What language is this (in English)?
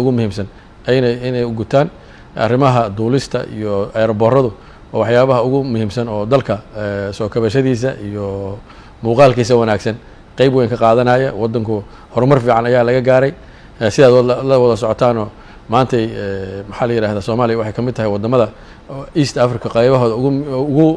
Somali